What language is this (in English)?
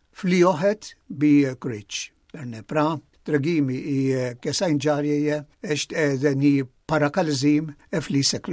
Albanian